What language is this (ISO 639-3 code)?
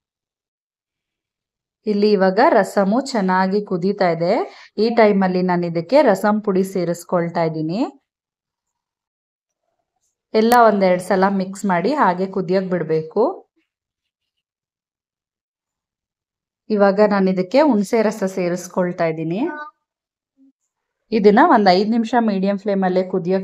kan